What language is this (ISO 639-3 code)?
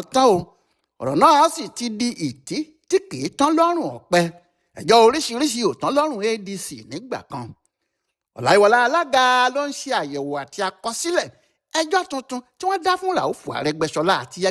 yor